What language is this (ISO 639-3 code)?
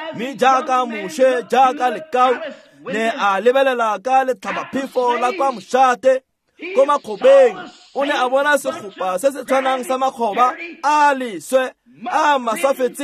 tsn